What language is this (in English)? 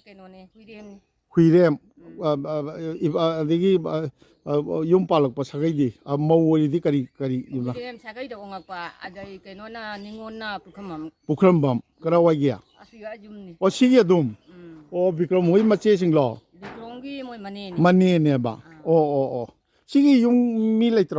Manipuri